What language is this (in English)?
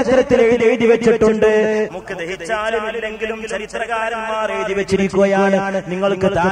Malayalam